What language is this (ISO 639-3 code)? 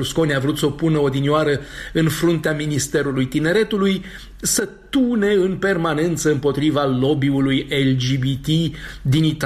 ron